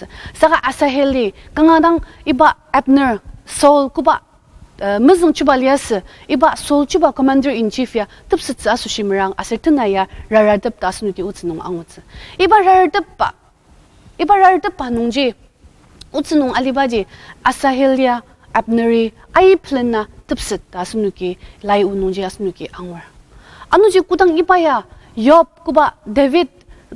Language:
Ao Naga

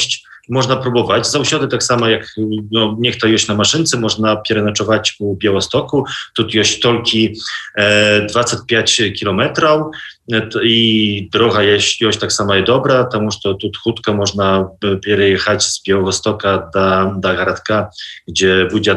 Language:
Belarusian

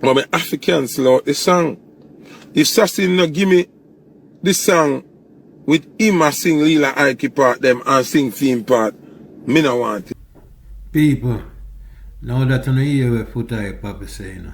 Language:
Jamaican Creole English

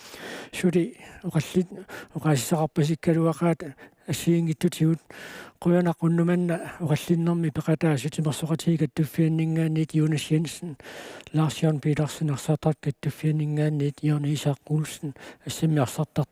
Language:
Kalaallisut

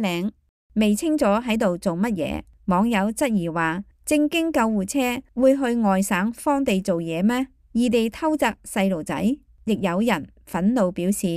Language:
Cantonese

